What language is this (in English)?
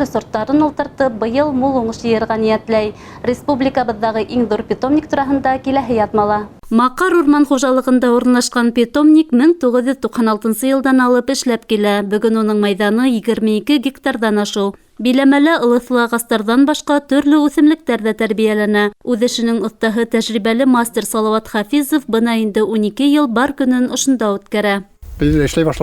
Bashkir